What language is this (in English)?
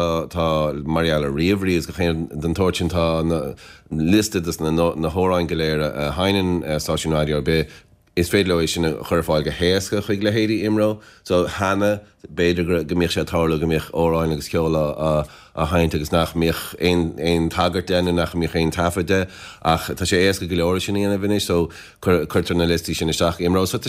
Irish